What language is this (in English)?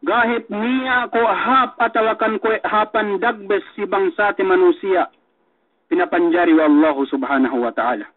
Yakan